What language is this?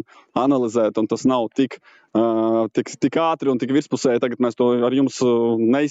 Latvian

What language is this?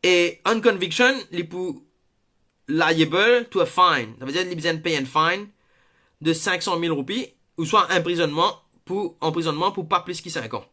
Morisyen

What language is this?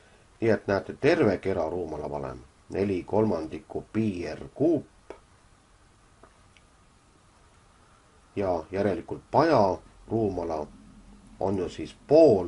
Estonian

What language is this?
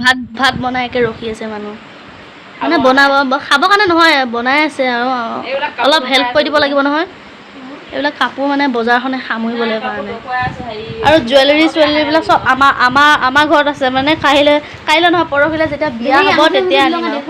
Assamese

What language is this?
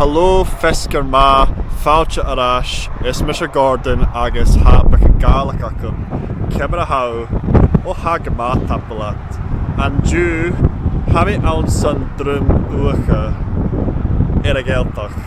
Scottish Gaelic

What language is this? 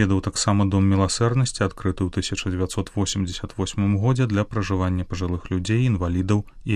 Belarusian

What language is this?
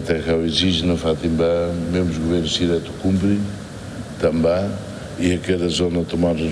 Tetum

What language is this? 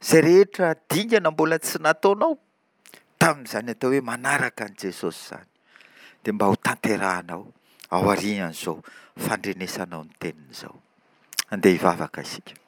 Malagasy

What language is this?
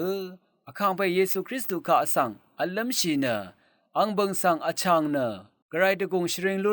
Rawang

